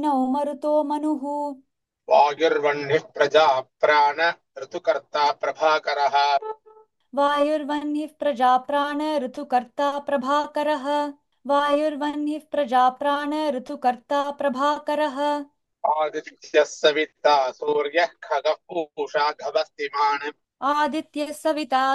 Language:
Sanskrit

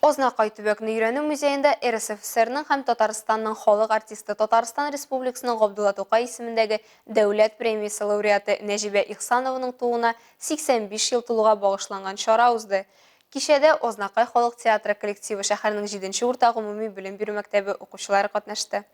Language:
Tatar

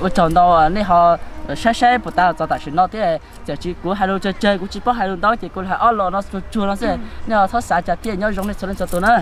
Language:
Hmong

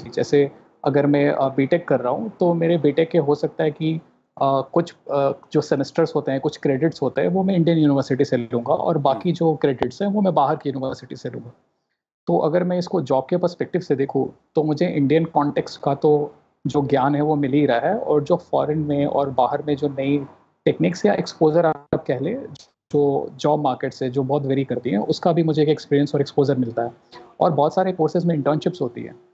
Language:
Hindi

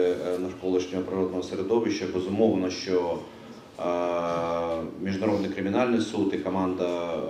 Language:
Ukrainian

